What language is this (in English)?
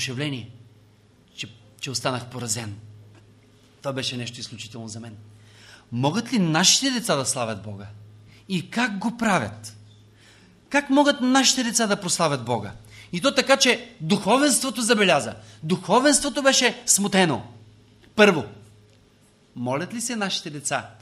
Bulgarian